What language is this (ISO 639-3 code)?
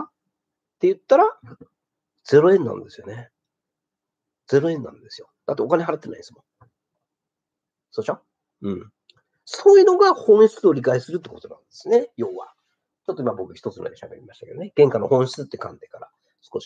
jpn